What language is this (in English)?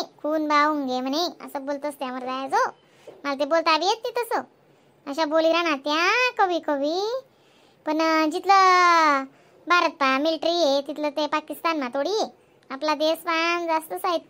Khandesi